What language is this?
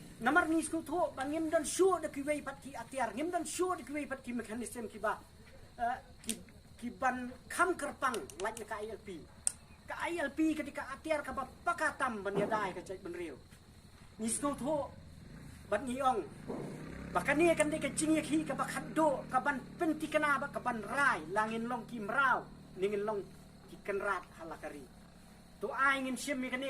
Khasi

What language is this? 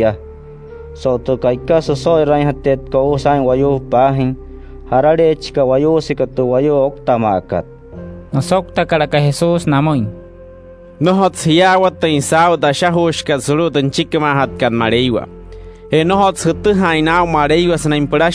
Wayuu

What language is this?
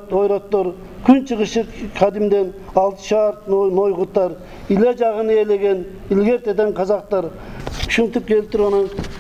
Kyrgyz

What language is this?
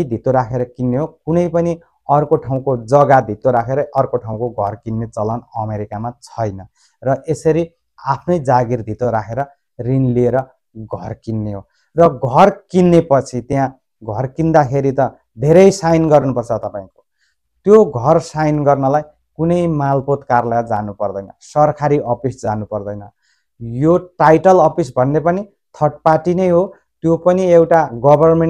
Nepali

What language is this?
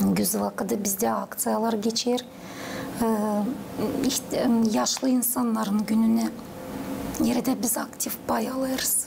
Gagauz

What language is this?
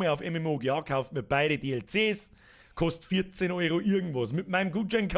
Bavarian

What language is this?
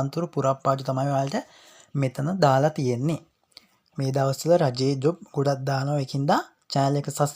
Sinhala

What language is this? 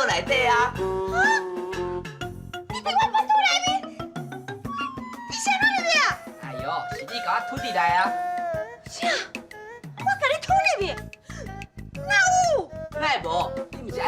Min Nan Chinese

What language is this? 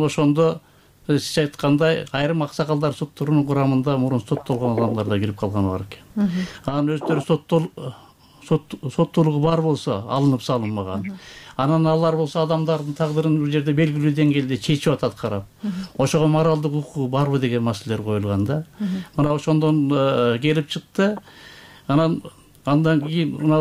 Kyrgyz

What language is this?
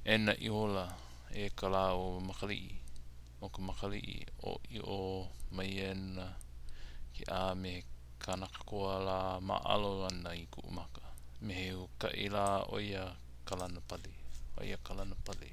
Hawaiian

